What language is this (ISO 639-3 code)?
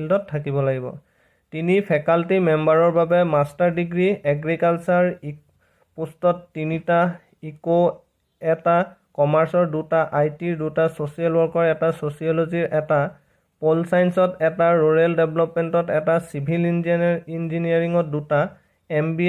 asm